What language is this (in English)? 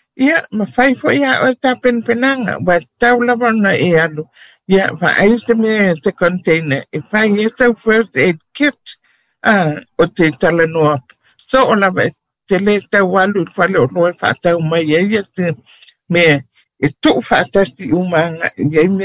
Samoan